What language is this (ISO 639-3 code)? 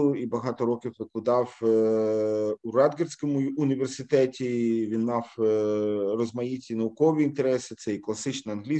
ukr